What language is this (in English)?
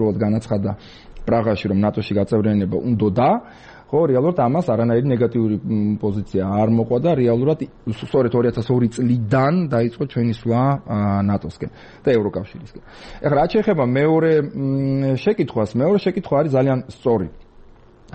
Georgian